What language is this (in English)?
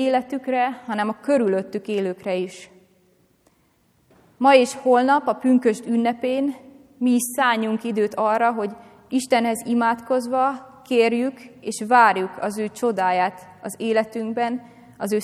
Hungarian